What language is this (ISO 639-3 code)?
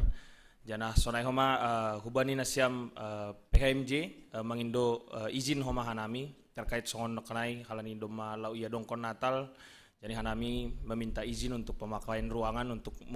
bts